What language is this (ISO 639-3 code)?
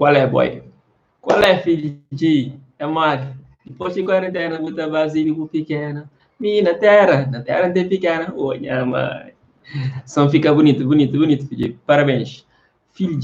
kea